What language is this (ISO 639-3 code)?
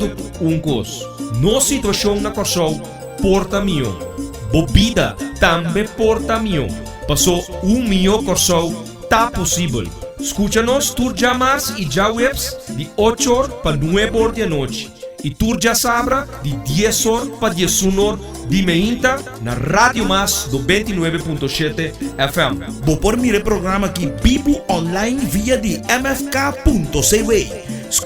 pap